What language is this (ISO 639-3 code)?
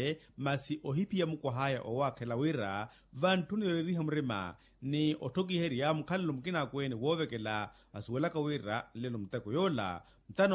vmw